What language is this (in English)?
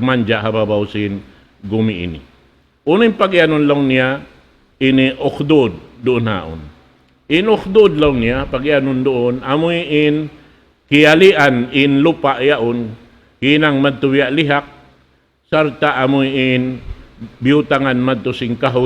Tausug